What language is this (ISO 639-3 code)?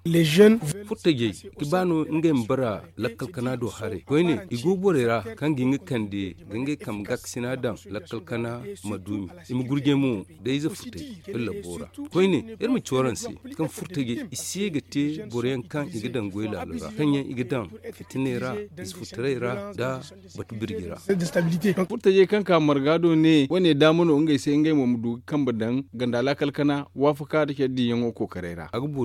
dje